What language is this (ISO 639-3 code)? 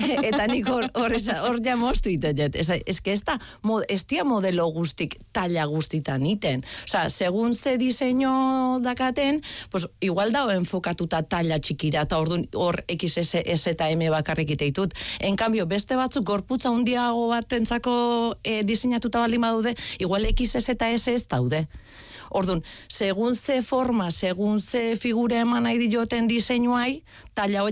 eus